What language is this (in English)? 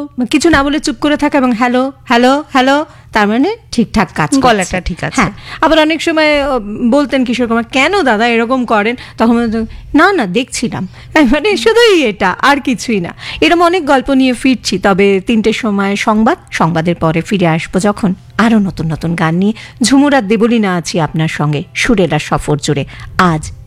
Bangla